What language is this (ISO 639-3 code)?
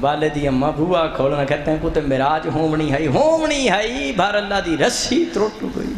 skr